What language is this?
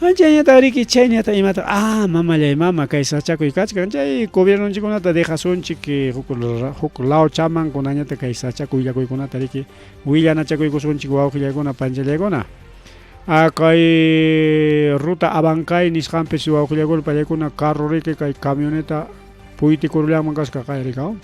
Ayacucho Quechua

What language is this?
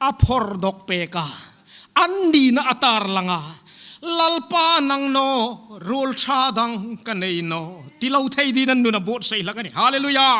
Hmar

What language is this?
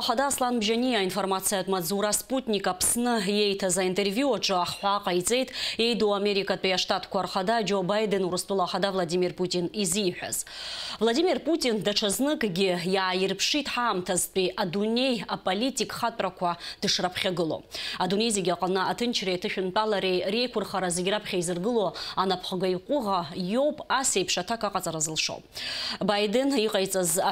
Abkhazian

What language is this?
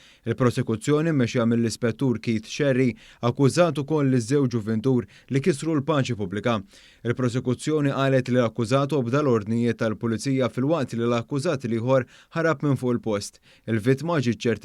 Maltese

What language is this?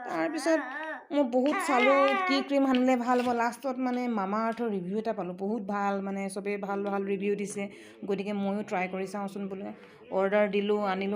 Assamese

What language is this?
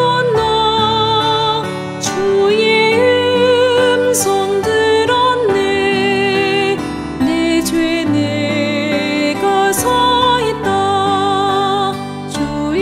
Korean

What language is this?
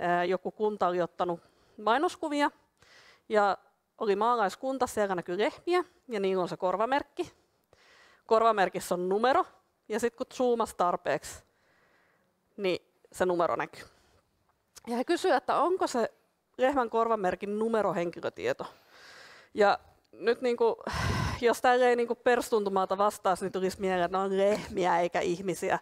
Finnish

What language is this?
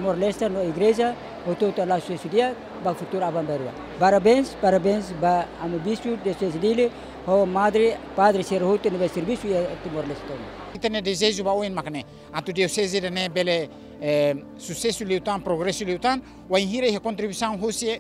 Tetum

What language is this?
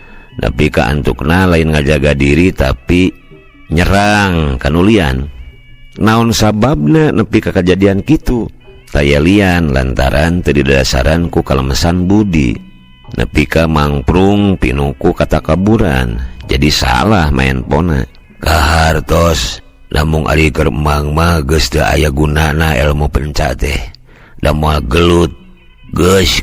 Sundanese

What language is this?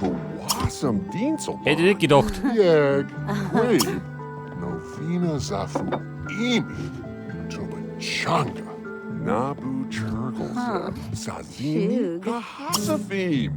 Bavarian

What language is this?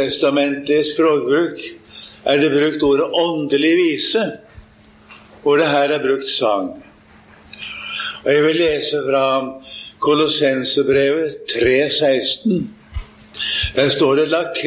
Norwegian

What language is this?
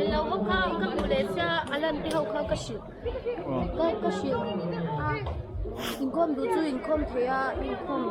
Mizo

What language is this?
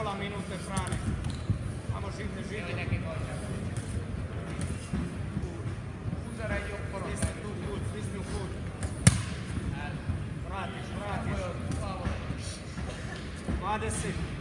Croatian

